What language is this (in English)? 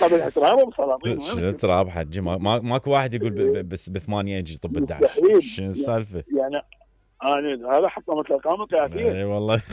Mesopotamian Arabic